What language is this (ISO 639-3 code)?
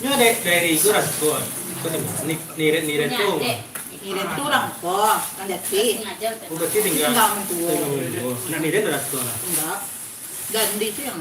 min